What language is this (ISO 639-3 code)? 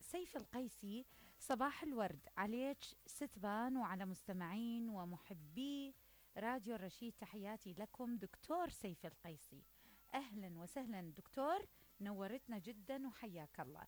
acm